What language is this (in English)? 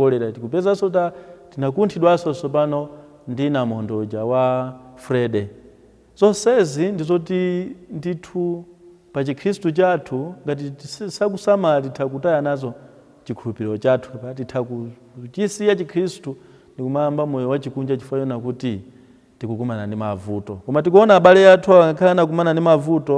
Nyanja